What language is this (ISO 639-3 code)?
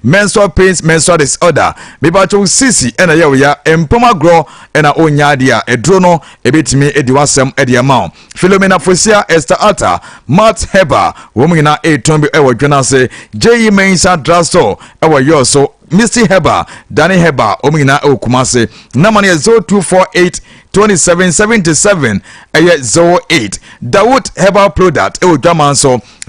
aka